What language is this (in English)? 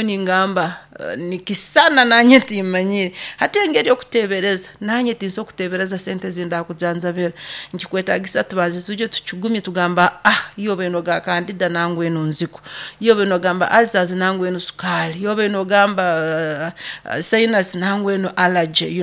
Nyoro